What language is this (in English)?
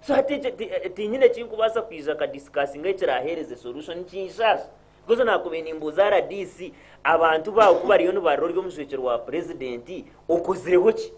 Nyankole